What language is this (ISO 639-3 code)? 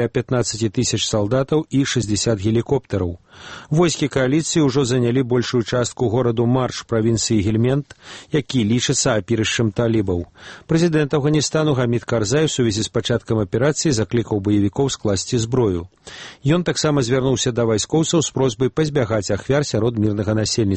bel